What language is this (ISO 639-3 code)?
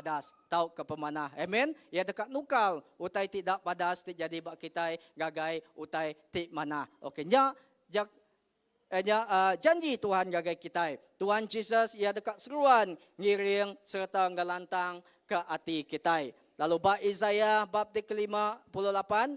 iba